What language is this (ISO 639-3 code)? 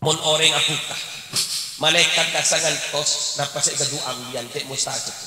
mad